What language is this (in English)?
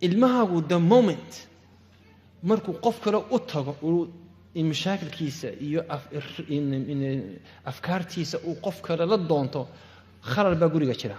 Somali